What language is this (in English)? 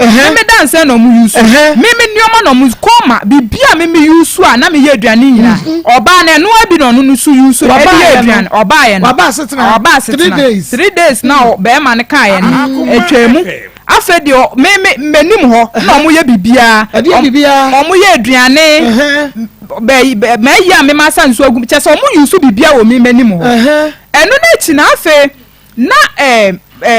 Akan